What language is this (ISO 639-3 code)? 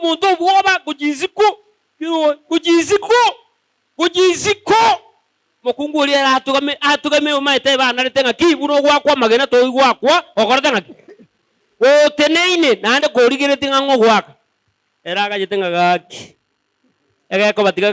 guz